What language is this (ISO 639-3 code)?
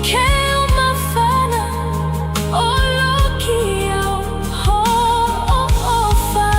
ton